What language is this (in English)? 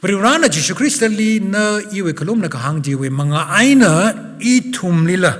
Tangkhul Naga (India)